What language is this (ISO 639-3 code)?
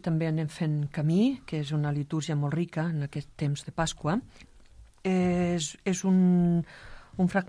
cat